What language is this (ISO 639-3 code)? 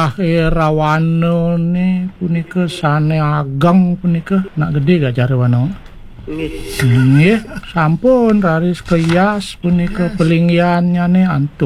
ban